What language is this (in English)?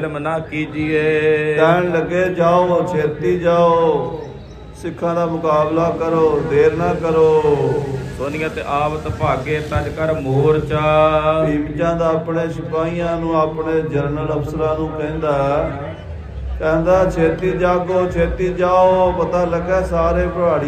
Punjabi